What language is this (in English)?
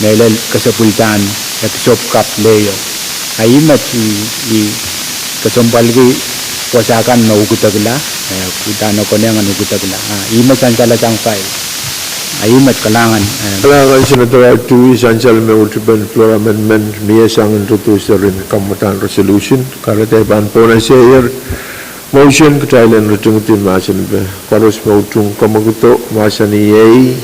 Pohnpeian